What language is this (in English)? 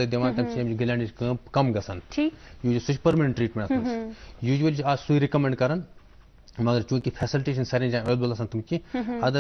Kashmiri